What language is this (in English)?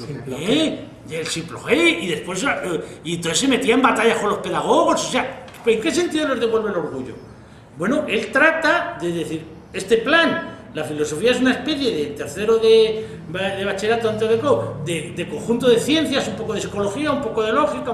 Spanish